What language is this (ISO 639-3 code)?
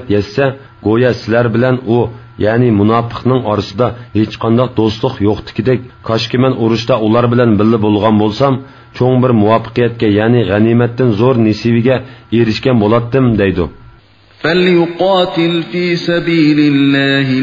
uig